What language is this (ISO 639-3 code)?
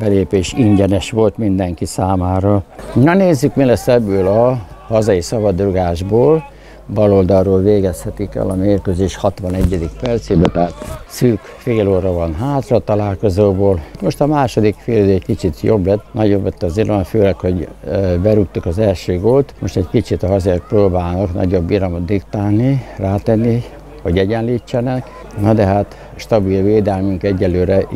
hun